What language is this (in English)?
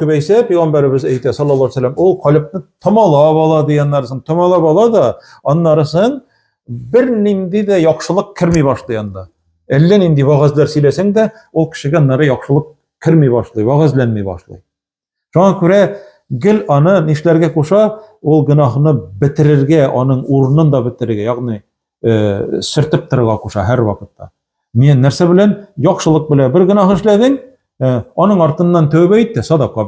Tatar